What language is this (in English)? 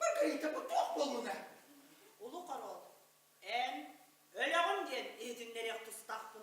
Yakut